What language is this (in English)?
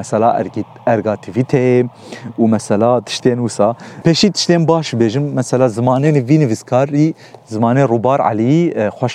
Kurdish